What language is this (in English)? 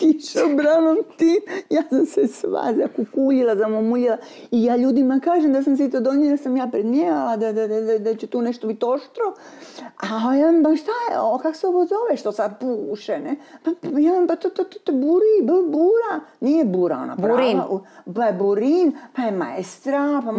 Croatian